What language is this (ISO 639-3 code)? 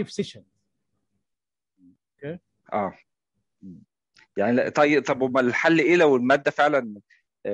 arz